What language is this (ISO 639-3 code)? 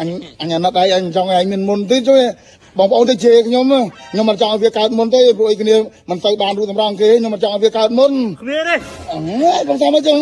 khm